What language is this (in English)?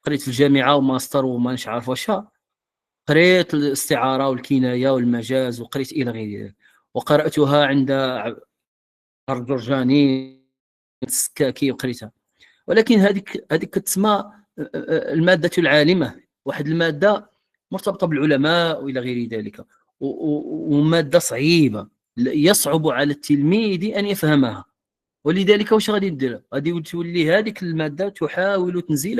Moroccan Arabic